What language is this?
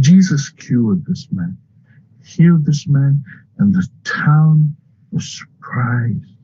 Tongan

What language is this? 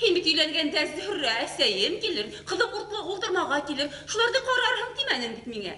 Bashkir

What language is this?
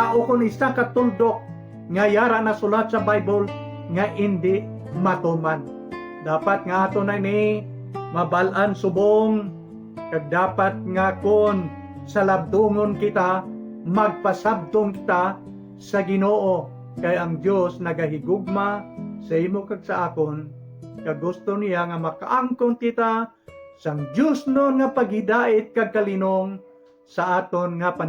Hiligaynon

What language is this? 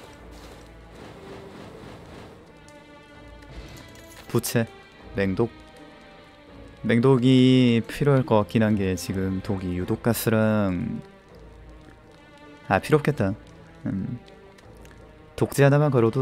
Korean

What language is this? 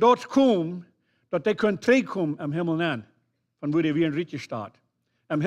Plautdietsch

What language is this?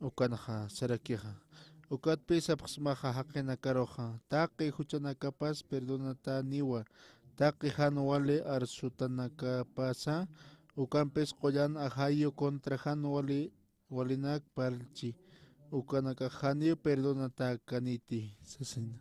Aymara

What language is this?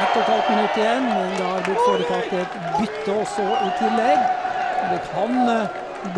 Norwegian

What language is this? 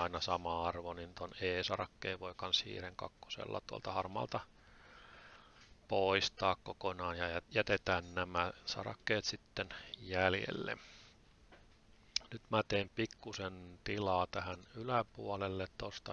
Finnish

